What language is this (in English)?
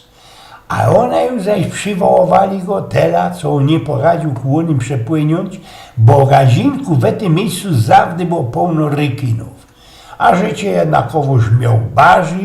Silesian